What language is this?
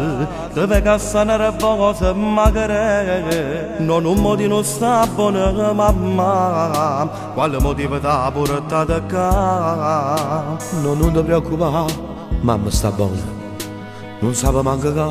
Neapolitan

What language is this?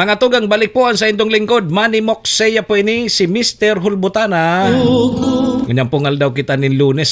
Bikol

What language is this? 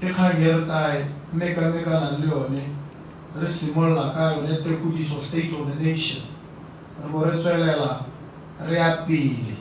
Tswana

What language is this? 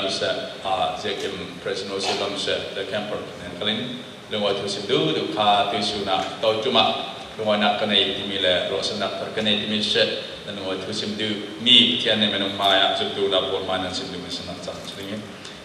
Falam Chin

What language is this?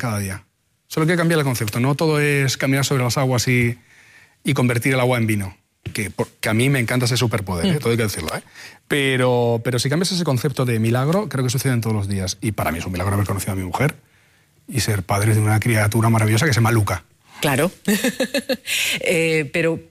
Spanish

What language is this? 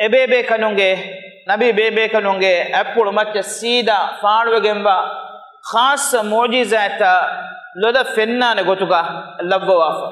Divehi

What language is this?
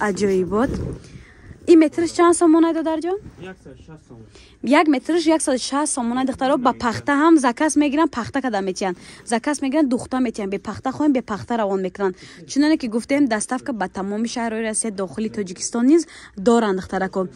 Tajik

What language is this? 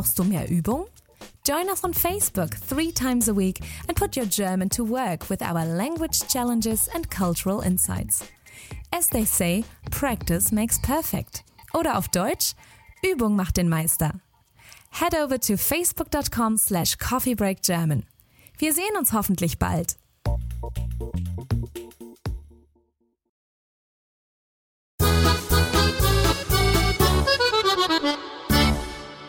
English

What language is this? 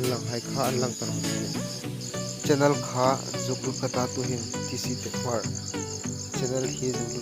Hmar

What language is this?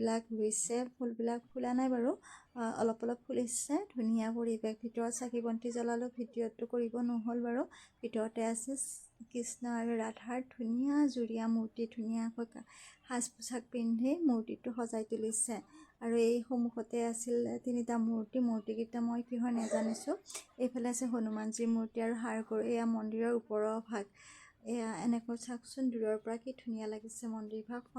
Assamese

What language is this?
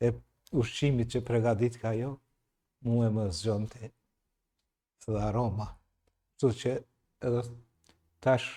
Albanian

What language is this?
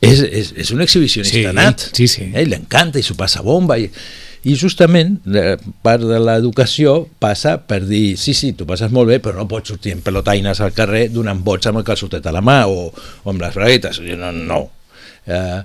Catalan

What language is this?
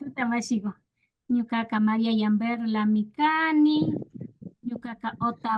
Imbabura Highland Quichua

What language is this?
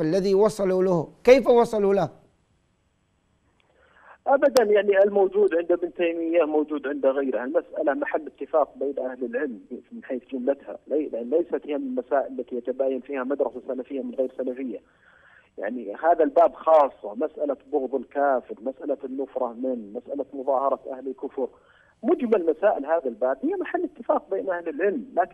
Arabic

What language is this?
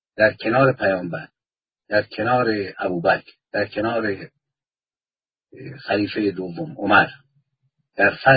Persian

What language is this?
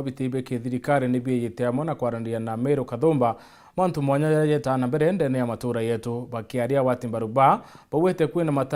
Meru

